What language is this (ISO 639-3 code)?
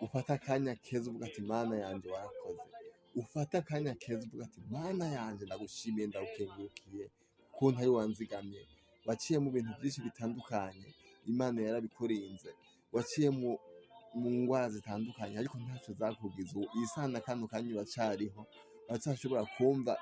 run